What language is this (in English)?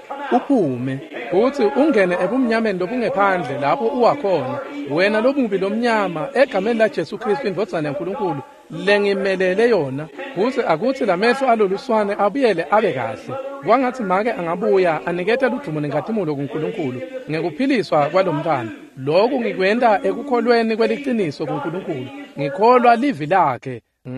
Swati